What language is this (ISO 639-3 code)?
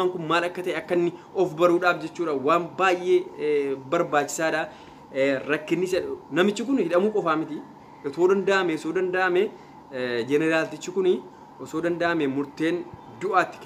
orm